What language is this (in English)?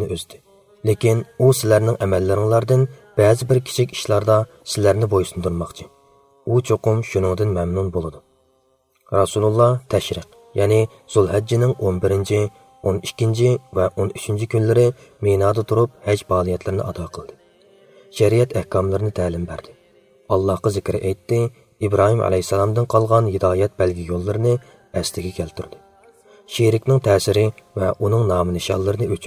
Uyghur